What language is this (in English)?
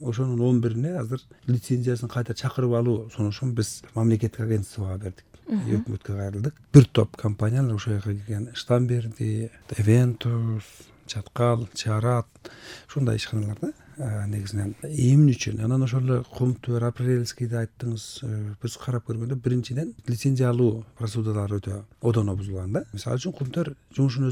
Kyrgyz